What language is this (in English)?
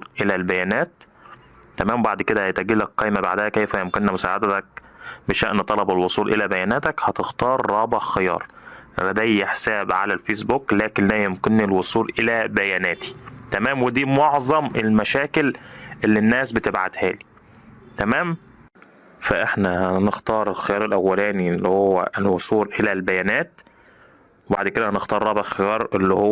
Egyptian Arabic